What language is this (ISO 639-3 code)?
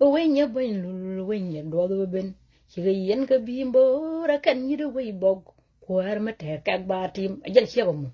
nus